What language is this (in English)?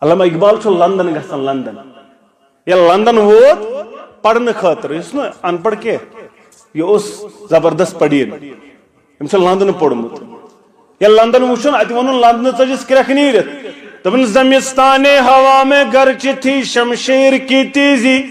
Kashmiri